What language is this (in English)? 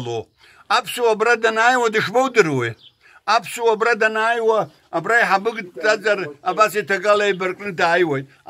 Abkhazian